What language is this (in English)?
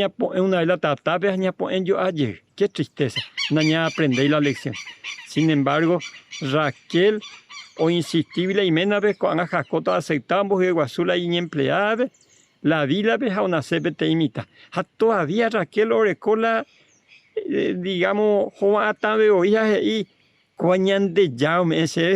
Guarani